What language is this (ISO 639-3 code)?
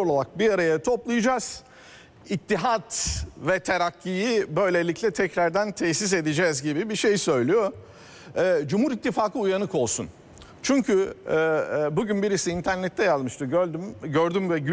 tur